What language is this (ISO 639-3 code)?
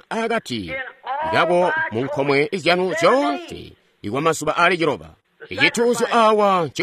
toi